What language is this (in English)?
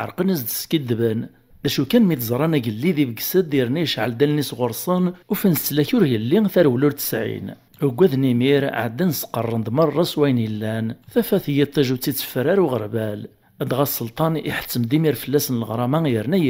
Kabyle